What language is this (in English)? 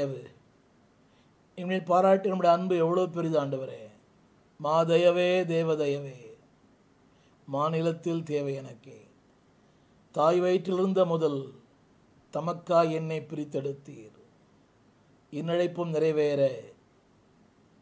Tamil